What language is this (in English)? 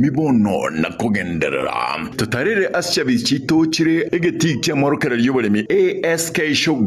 Gusii